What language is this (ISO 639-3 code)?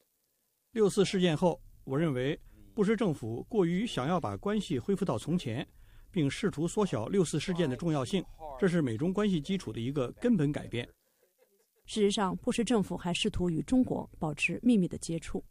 zho